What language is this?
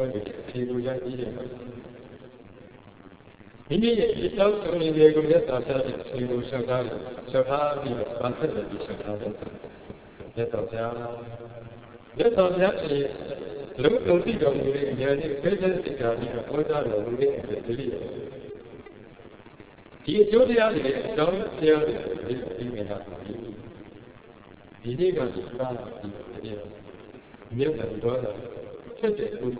Burmese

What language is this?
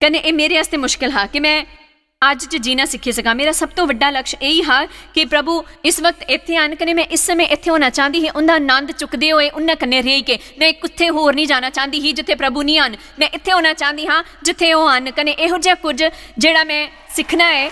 Dogri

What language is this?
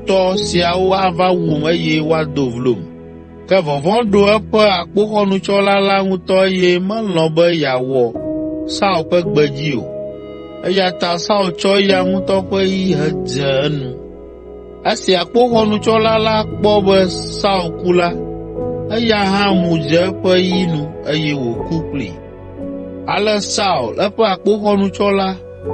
Ewe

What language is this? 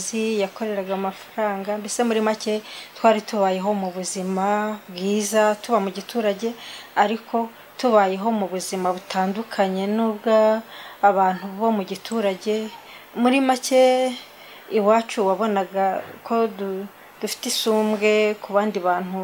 Kinyarwanda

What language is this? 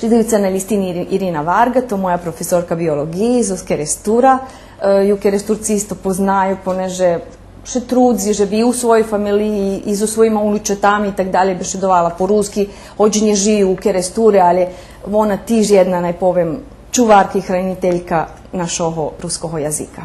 Rusyn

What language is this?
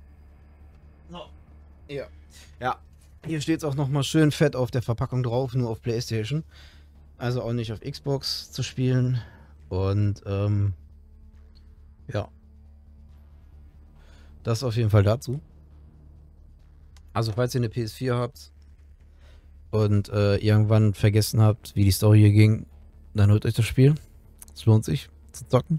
German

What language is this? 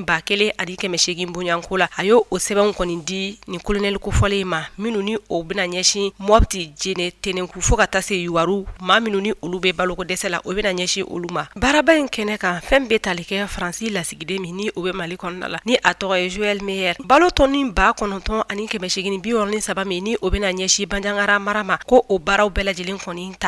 Bambara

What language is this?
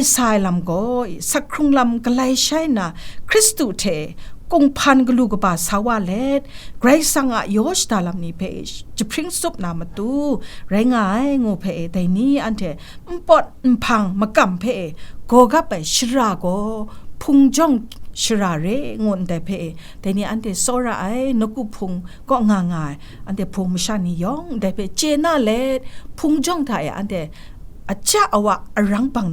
Kachin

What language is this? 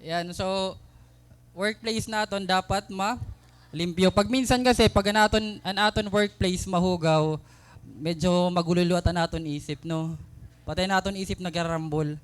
Waray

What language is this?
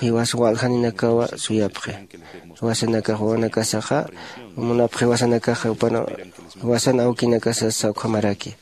Aymara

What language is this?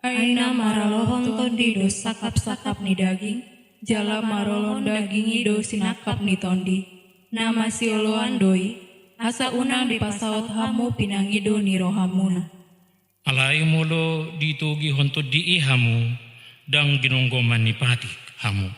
Batak Toba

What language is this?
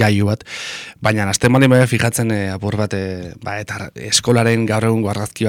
Basque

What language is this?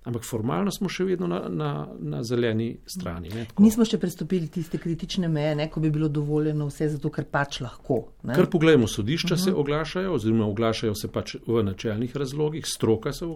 Slovenian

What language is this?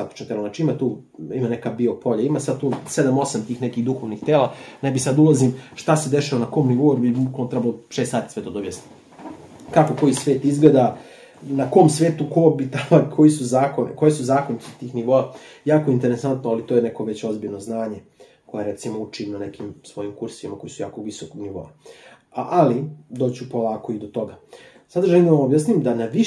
Serbian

